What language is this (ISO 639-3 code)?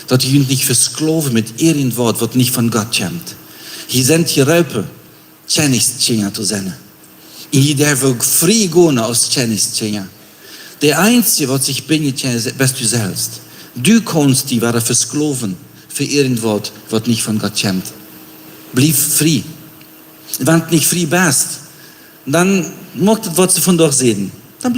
pdt